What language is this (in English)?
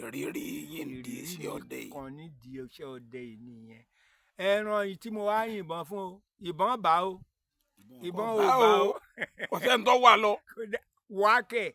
Yoruba